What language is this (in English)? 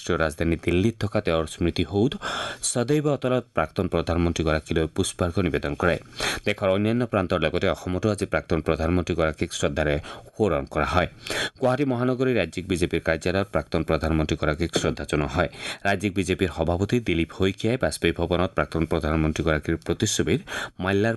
Assamese